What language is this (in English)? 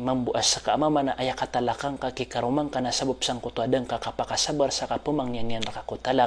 Maranao